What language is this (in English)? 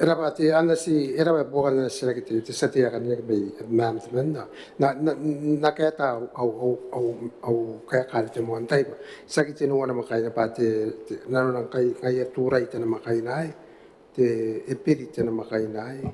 Gilbertese